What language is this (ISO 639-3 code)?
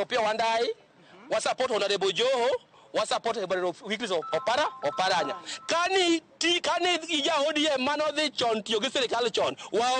luo